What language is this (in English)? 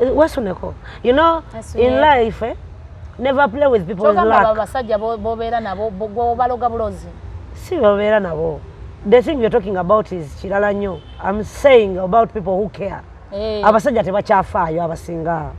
Ganda